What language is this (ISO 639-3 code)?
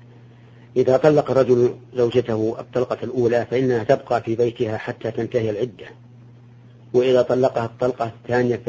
ara